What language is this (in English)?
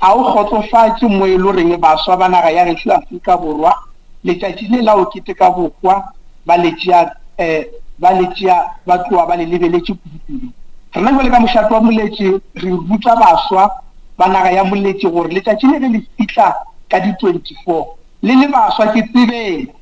Northern Sotho